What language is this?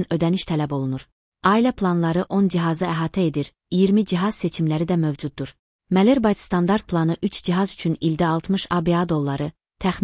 Azerbaijani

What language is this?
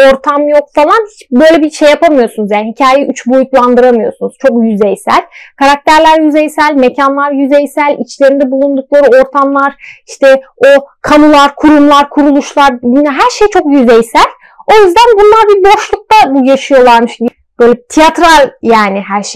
Turkish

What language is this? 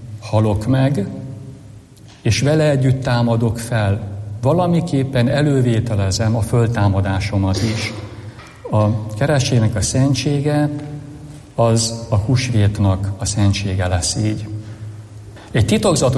Hungarian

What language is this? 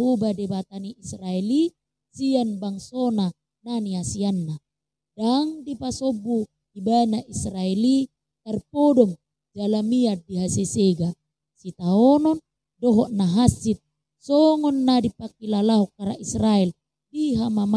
Batak Toba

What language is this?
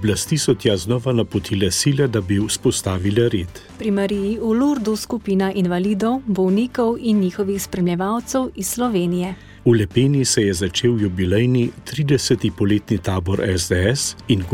Slovenian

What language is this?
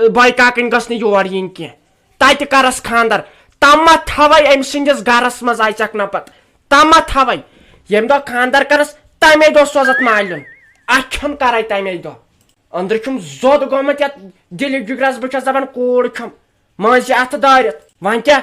Kashmiri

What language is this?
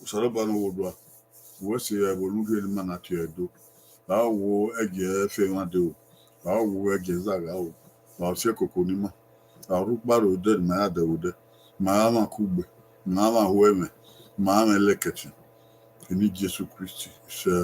Bini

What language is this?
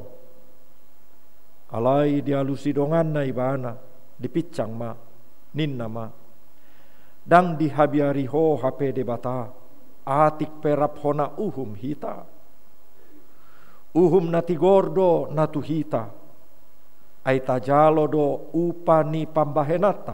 Batak Toba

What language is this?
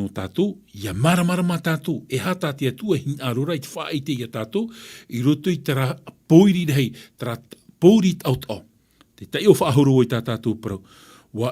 Tahitian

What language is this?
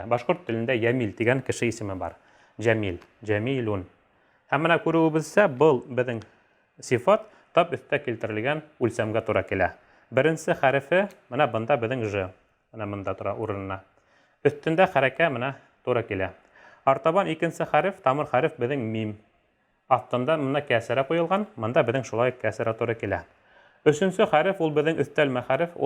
Bashkir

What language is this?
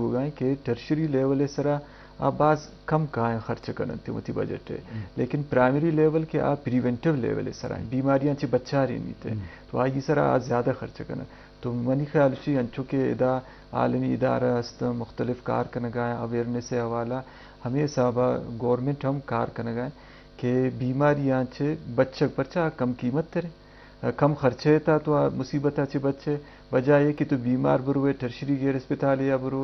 Eastern Balochi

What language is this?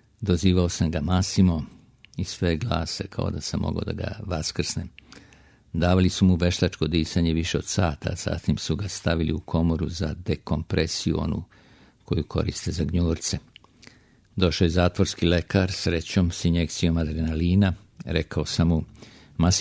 Serbian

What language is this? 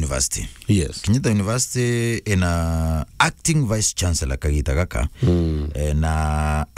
Meru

